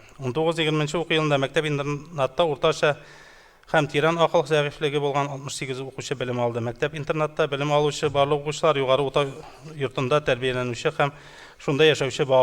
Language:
Tatar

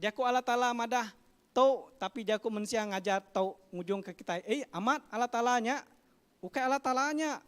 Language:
Iban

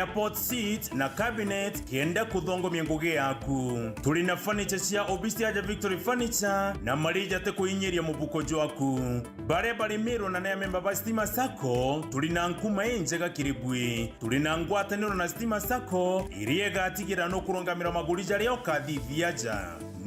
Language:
Meru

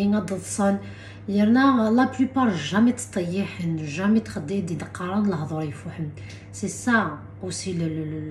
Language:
Kabyle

